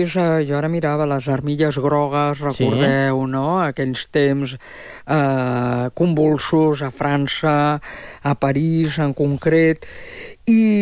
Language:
Catalan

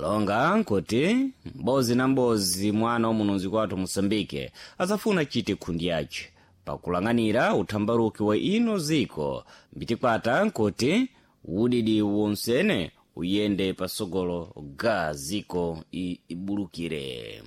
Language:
Sena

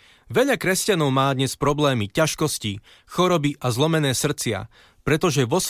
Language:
Slovak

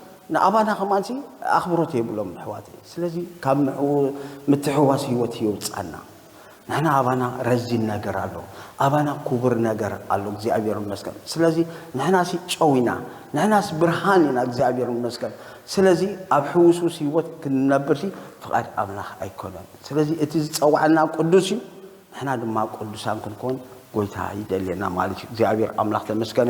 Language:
Tigrinya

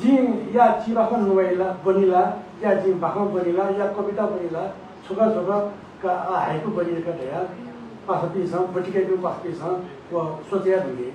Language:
Newari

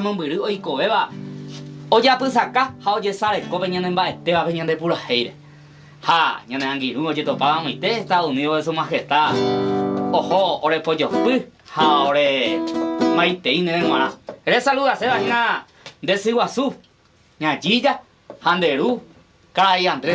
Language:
Guarani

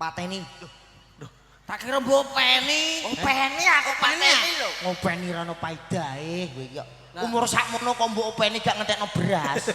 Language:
Javanese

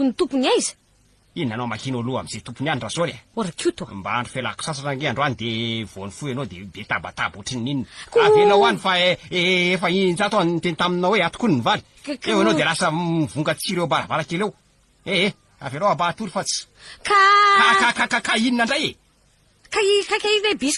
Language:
Malagasy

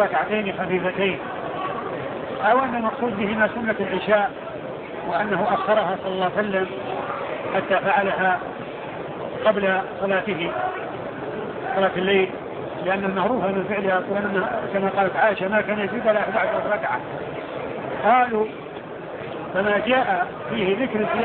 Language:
Arabic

